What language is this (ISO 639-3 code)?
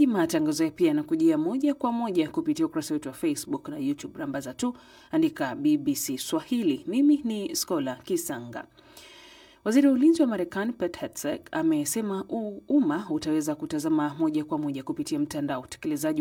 swa